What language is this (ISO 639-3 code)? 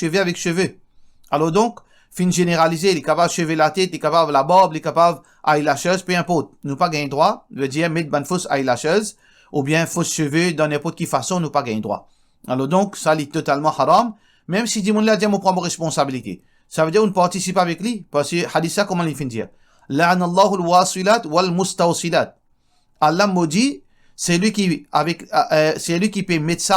mfe